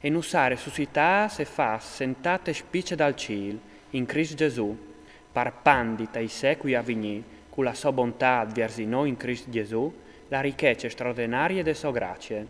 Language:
Friulian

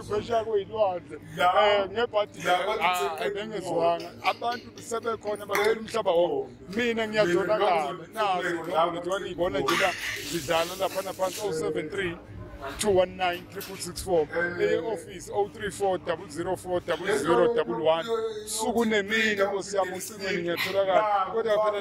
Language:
Zulu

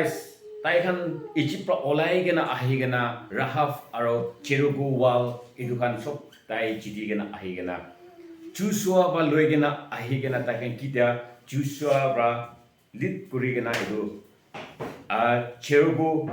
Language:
Konyak Naga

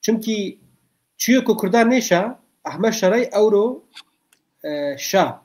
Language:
Zaza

